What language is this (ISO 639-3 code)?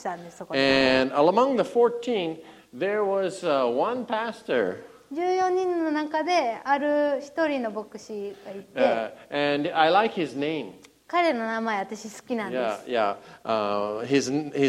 jpn